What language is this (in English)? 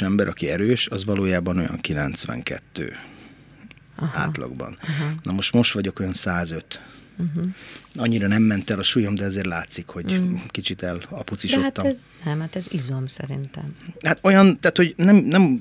Hungarian